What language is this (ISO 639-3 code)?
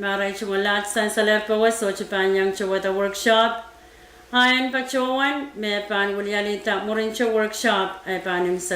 pon